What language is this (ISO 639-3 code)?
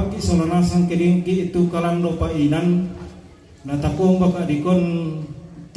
sda